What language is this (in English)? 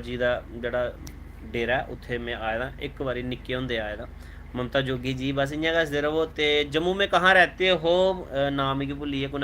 Dogri